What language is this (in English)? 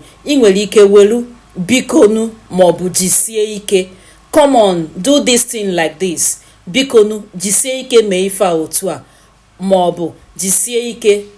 Igbo